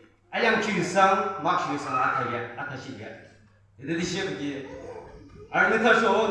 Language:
Yimchungru Naga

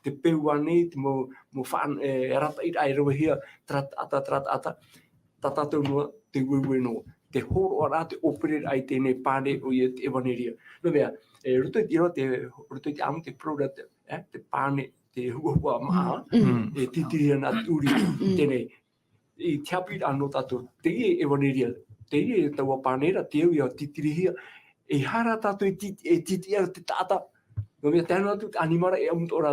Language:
Tahitian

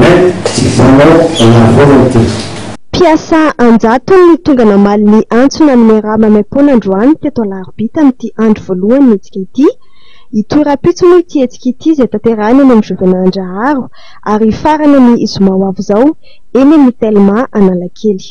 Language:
Malagasy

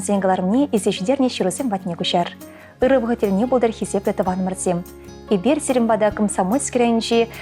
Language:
Chuvash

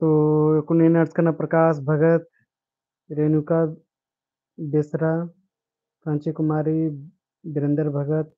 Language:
Kurukh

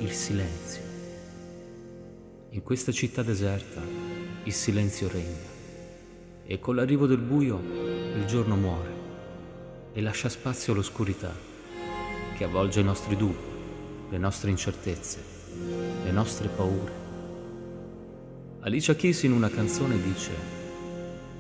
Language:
Italian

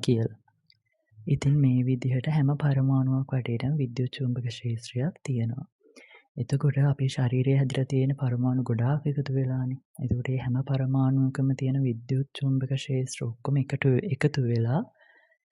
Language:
Sinhala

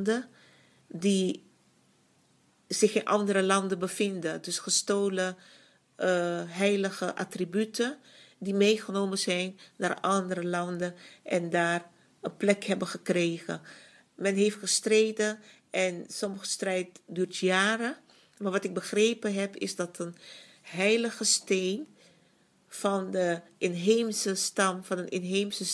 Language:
Dutch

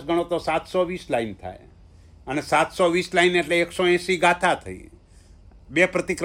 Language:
Gujarati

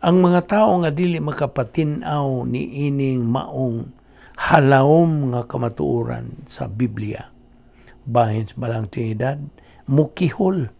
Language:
Cebuano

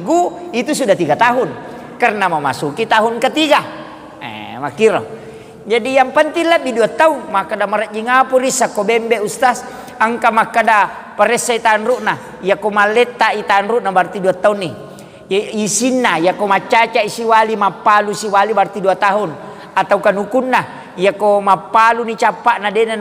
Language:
Buginese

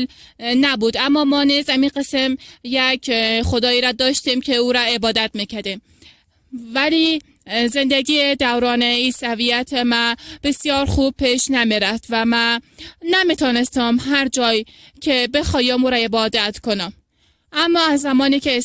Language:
Persian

